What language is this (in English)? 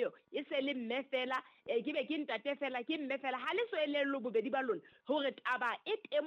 Southern Sotho